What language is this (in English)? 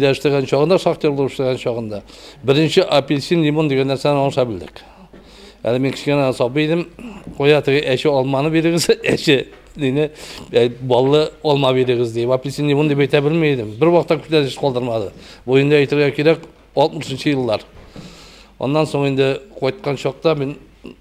Tatar